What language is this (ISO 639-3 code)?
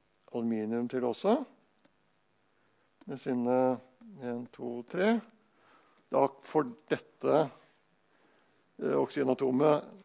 nor